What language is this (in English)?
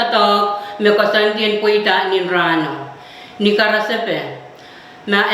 Pohnpeian